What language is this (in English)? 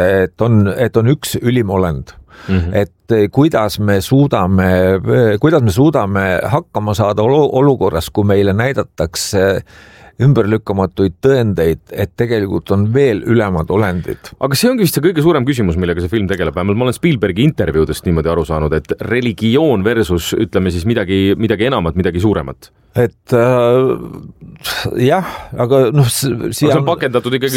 Estonian